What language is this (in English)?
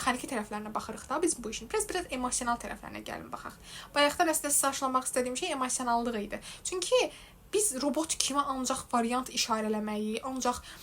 Azerbaijani